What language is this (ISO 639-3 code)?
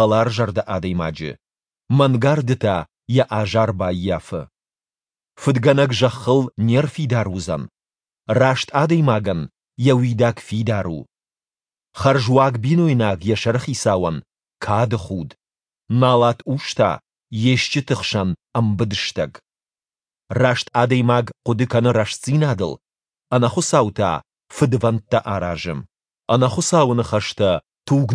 oss